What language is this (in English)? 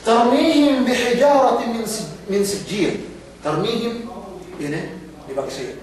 Yakan